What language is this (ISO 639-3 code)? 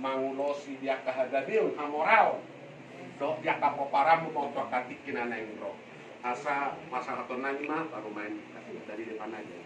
bbc